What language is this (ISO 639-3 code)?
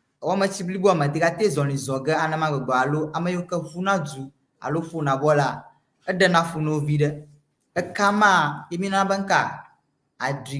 ewe